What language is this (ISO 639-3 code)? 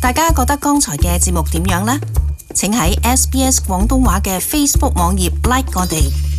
yue